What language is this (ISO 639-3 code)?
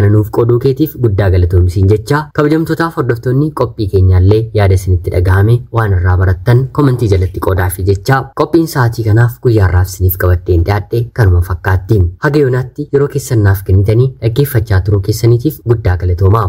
orm